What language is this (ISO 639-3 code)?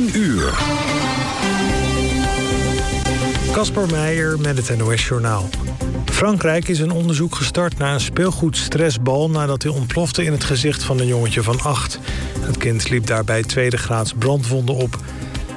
nld